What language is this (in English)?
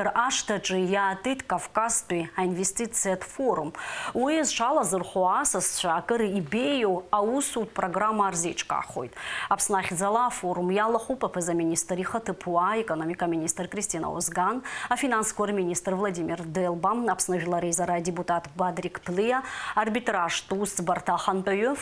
Abkhazian